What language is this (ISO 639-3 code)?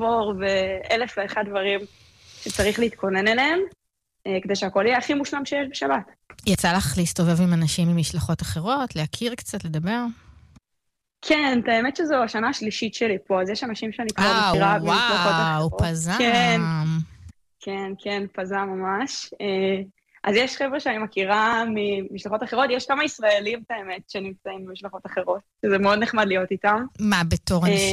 heb